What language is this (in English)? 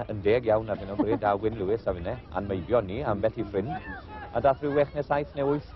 Welsh